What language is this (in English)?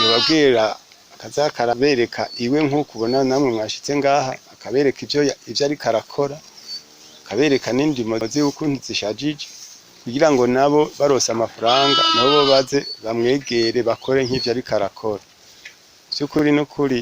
Rundi